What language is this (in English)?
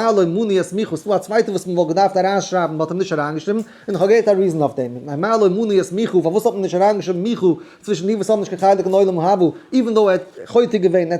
Yiddish